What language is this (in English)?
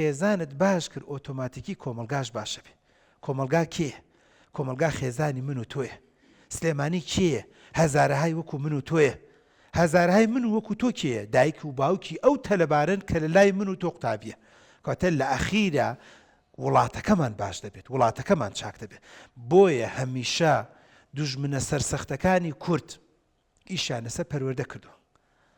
Central Kurdish